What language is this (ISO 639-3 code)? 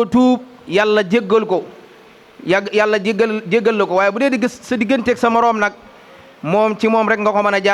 wol